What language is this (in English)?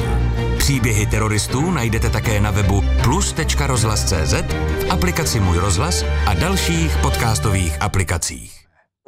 Czech